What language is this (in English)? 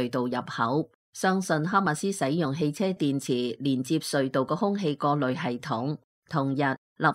Cantonese